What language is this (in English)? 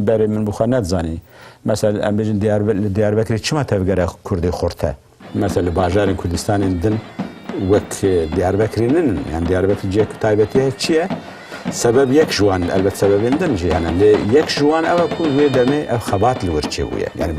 Kurdish